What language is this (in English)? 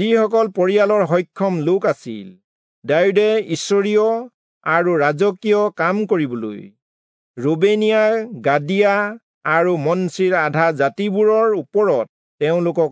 Assamese